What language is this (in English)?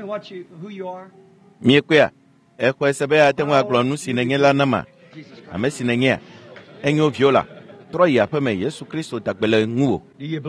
Ewe